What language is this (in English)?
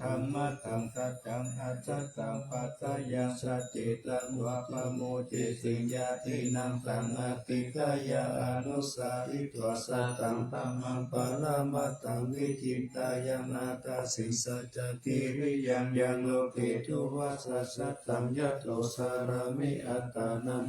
Pali